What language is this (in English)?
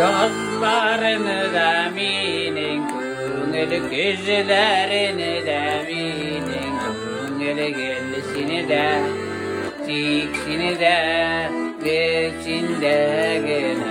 Tatar